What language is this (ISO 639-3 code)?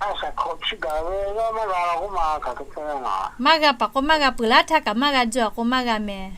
lhu